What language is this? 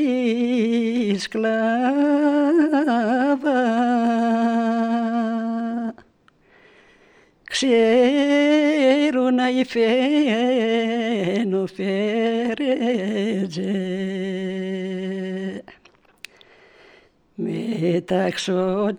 Greek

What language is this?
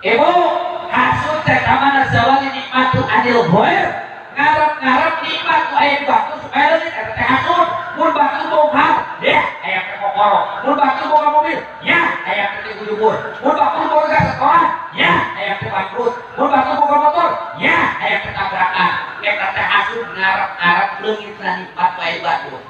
Sundanese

